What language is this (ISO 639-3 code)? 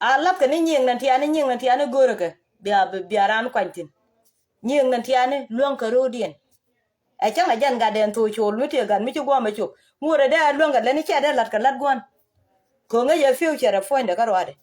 nus